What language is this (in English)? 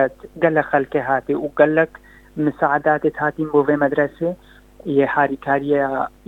Kurdish